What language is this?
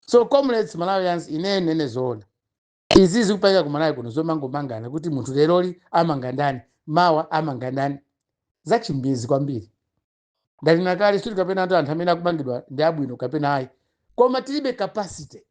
Nyanja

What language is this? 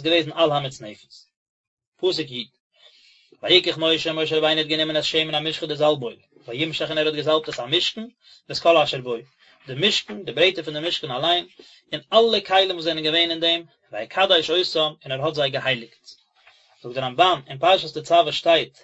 Yiddish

